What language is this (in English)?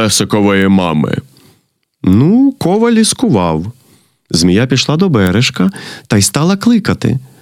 Ukrainian